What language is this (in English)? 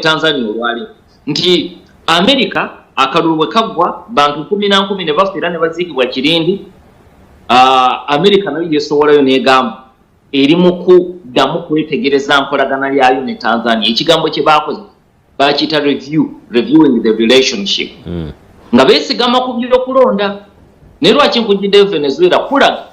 Ganda